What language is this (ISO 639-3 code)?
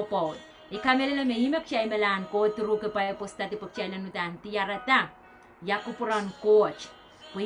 pon